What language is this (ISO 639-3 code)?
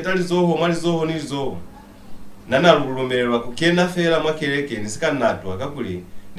loz